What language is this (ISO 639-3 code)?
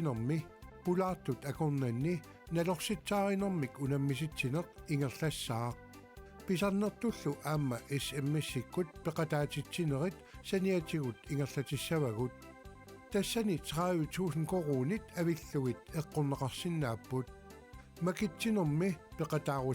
kal